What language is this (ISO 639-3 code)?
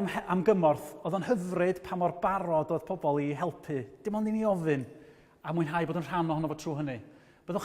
cym